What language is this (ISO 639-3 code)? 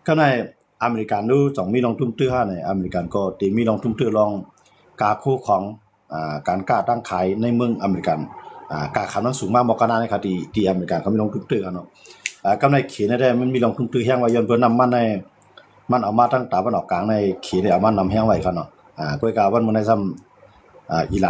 shn